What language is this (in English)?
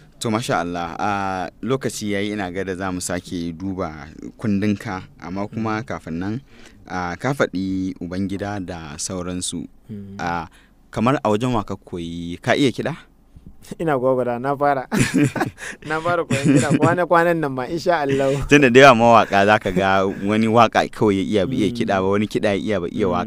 Hausa